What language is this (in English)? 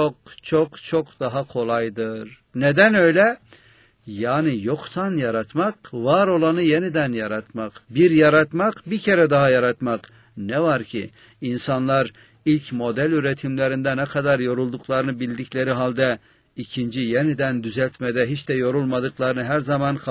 Turkish